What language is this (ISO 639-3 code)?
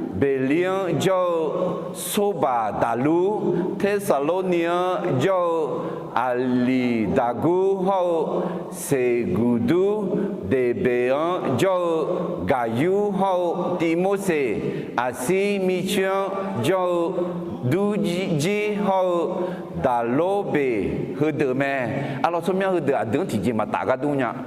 ahk